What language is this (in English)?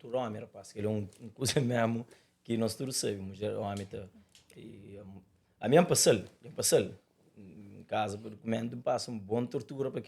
Kabuverdianu